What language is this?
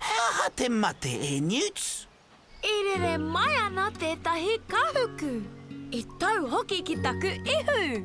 Māori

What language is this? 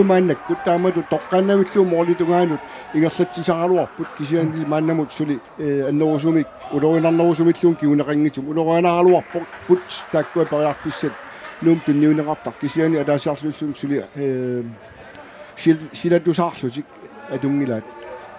Kalaallisut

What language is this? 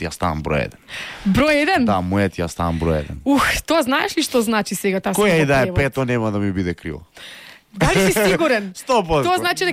Macedonian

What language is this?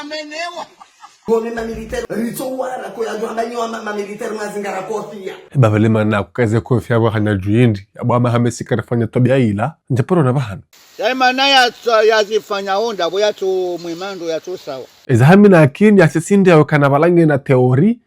Ngazidja Comorian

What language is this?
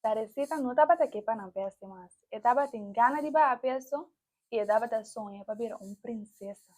Papiamento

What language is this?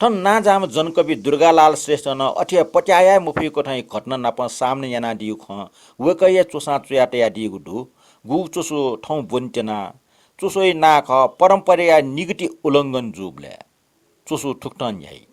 Newari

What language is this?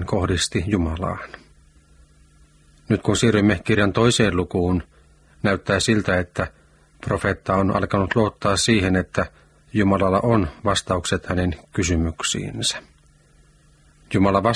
Finnish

